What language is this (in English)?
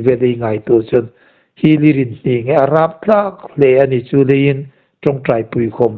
Hmar